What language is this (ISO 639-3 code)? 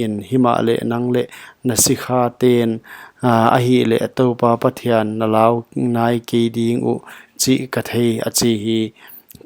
pck